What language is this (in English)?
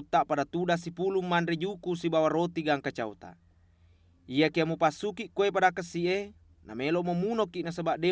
Buginese